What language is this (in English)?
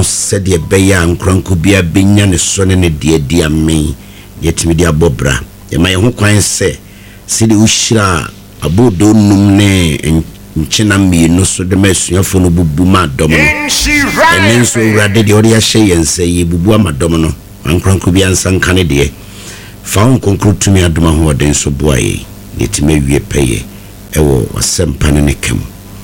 Akan